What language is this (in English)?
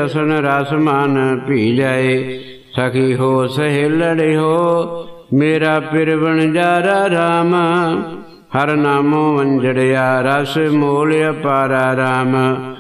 Punjabi